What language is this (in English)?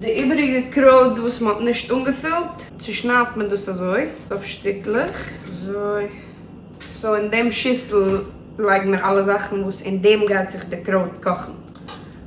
Yiddish